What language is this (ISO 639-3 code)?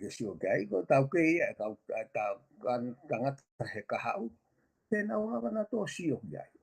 ton